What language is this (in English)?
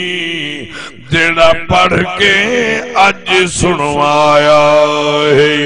Saraiki